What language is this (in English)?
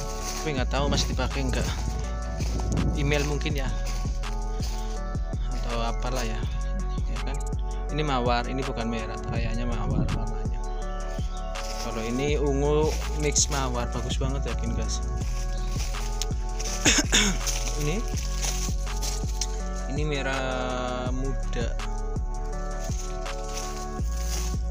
Indonesian